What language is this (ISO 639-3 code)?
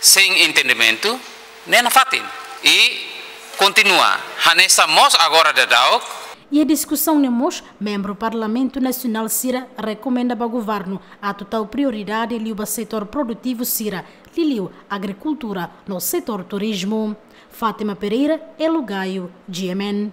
tet